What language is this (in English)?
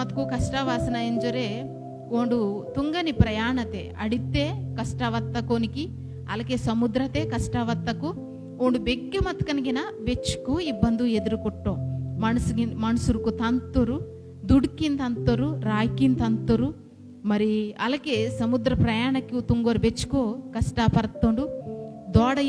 Koya